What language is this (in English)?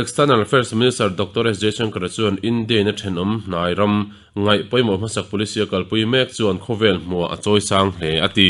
Mizo